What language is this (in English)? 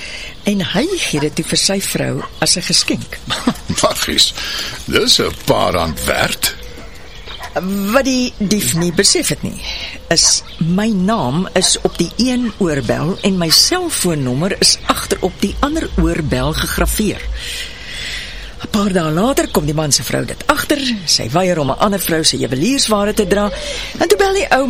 Afrikaans